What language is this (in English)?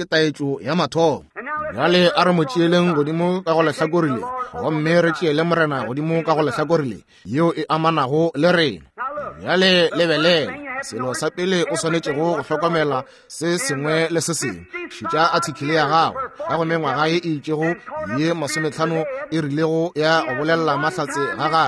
Northern Sotho